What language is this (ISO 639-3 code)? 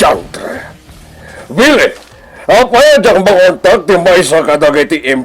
ilo